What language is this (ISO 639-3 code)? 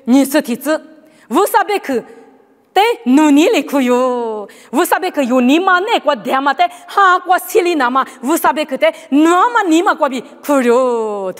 lis